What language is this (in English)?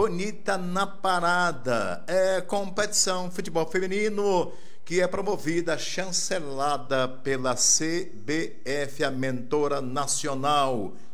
Portuguese